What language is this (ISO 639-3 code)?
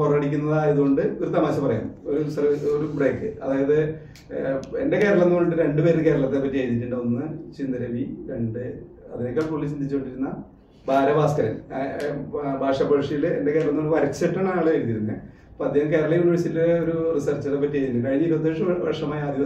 mal